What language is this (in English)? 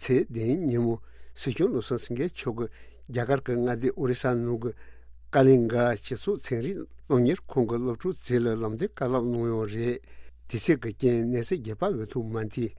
Tibetan